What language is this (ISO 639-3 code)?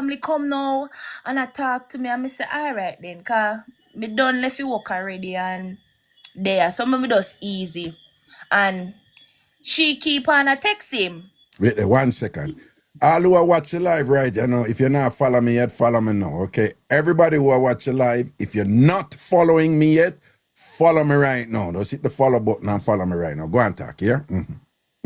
jam